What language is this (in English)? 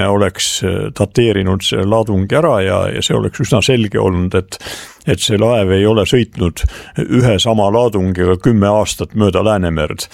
Estonian